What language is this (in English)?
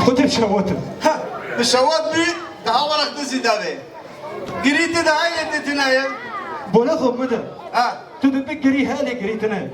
Kurdish